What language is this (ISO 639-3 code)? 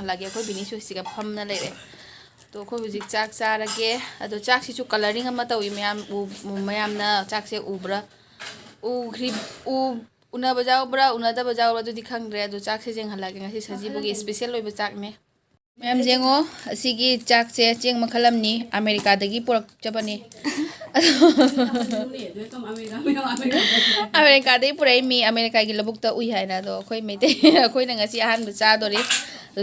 mni